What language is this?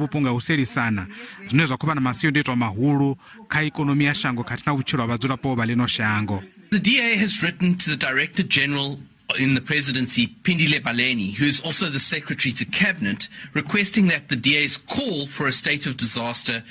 Venda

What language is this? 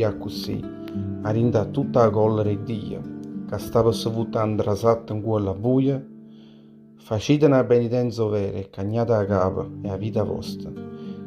Neapolitan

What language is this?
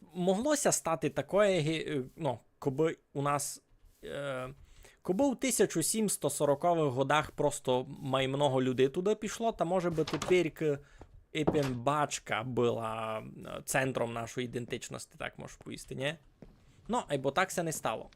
Rusyn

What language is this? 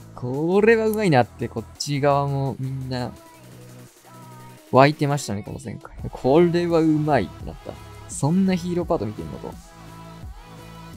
Japanese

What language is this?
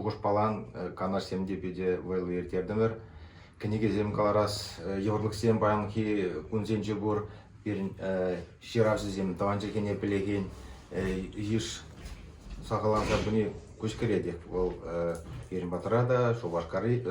Chuvash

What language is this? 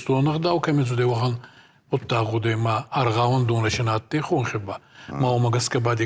Ossetic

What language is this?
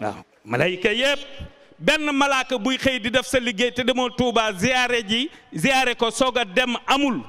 Wolof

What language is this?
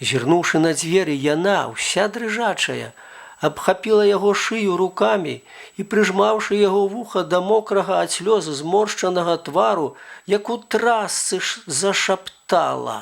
Belarusian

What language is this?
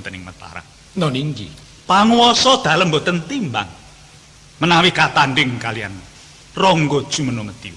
Javanese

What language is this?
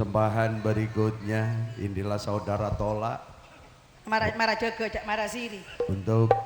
Madurese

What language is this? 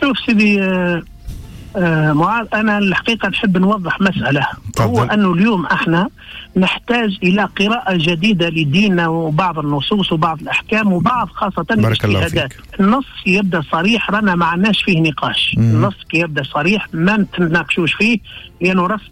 Tunisian Arabic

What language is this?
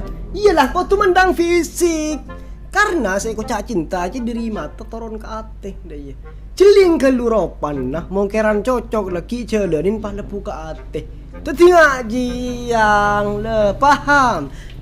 Madurese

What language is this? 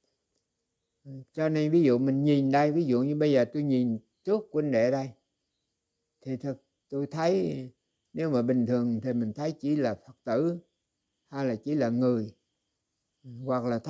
Vietnamese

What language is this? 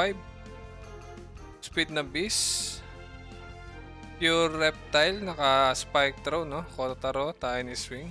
Filipino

